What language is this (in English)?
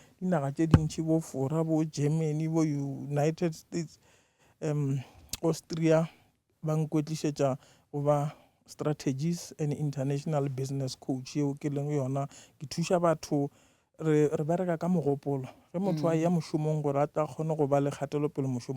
Northern Sotho